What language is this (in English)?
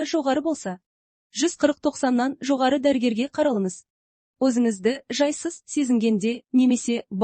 Kazakh